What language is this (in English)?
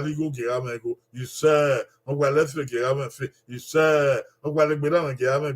Bini